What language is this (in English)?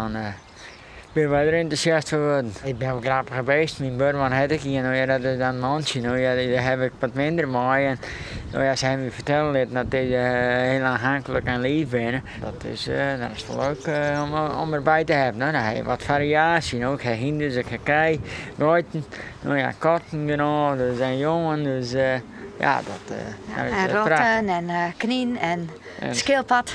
Western Frisian